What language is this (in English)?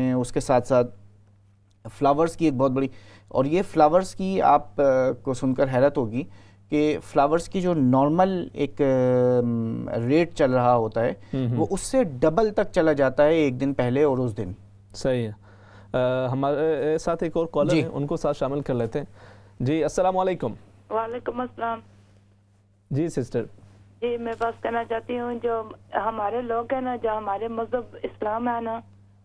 Urdu